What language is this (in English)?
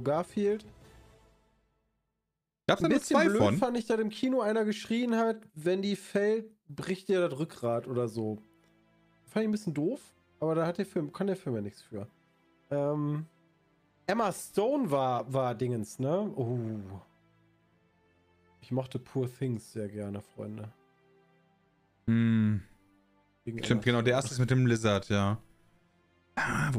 German